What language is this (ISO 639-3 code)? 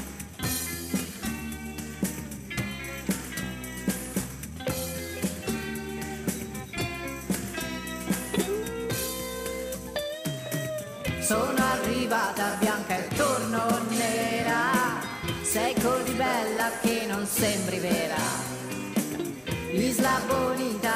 ita